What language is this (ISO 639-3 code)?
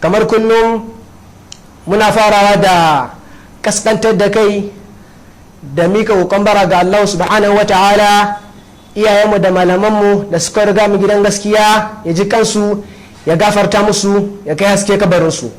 hau